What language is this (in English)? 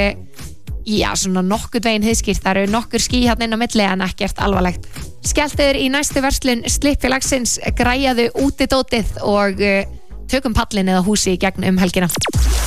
Icelandic